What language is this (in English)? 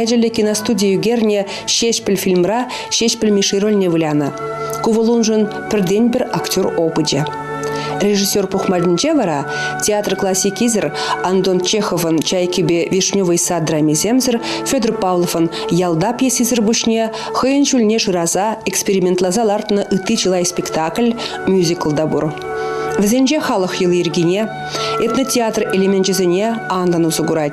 Chuvash